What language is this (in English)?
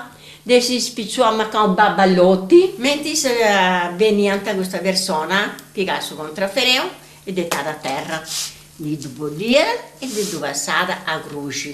Sardinian